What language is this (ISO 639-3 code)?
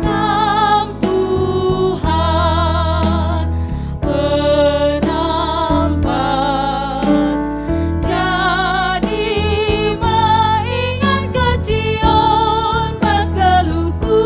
btx